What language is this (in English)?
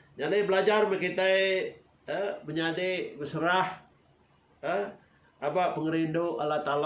Iban